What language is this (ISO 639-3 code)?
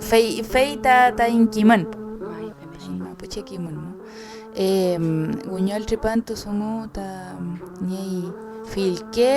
arn